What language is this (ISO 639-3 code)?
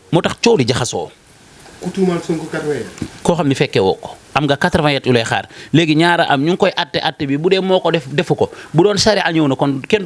wol